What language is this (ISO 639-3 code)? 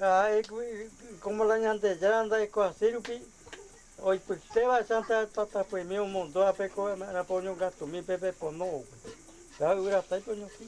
grn